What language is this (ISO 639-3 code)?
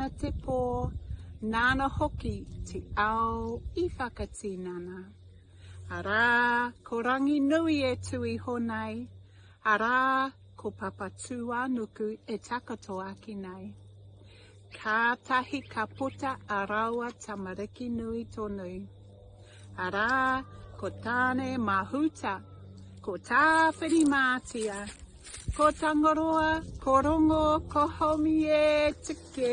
mri